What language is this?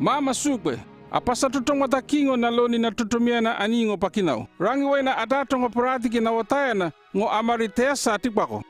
North Efate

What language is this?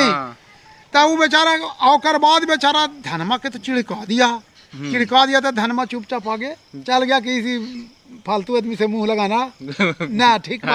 Magahi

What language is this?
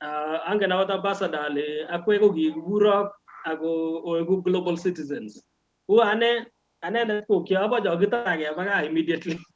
Kalenjin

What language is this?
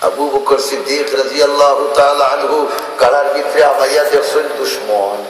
Sylheti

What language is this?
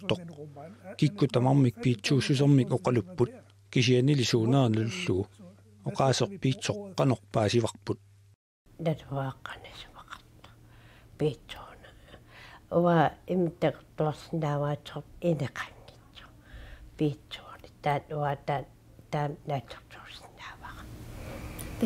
Kalaallisut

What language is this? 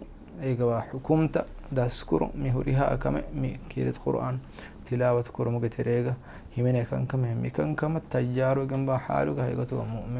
Divehi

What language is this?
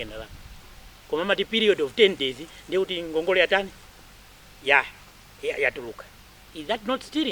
Nyanja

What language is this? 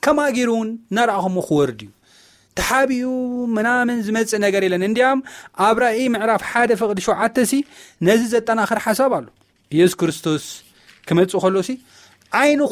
Tigrinya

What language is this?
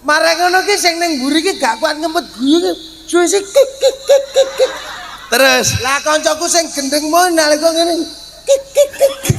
Javanese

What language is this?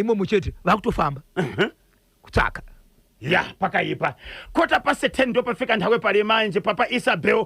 Shona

